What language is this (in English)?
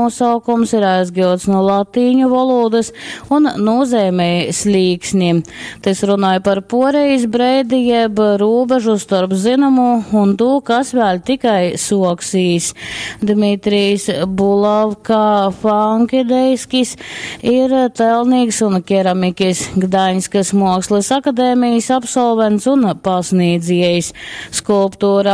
Latgalian